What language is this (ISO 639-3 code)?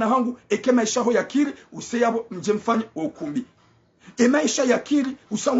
zdj